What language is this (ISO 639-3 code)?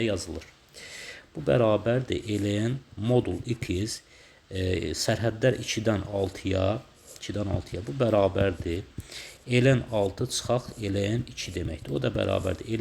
aze